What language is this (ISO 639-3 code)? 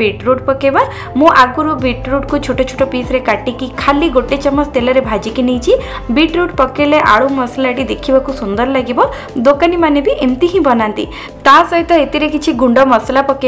ori